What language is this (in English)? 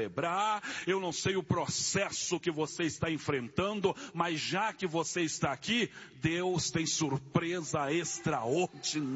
Portuguese